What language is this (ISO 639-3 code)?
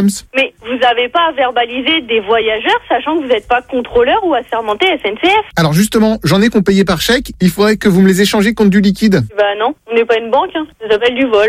fra